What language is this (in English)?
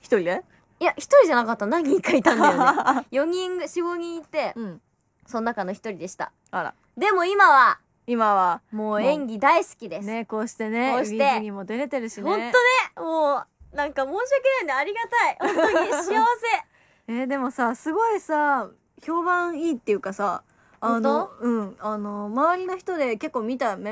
Japanese